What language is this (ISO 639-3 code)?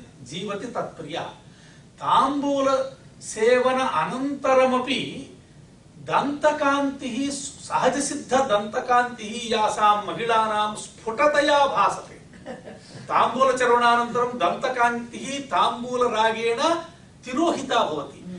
san